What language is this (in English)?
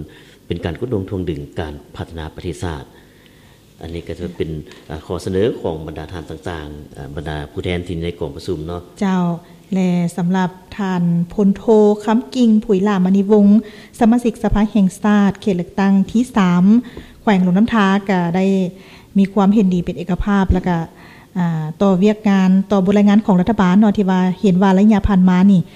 Lao